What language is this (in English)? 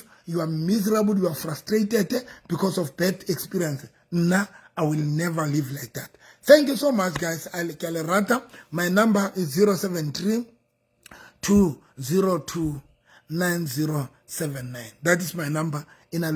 Southern Sotho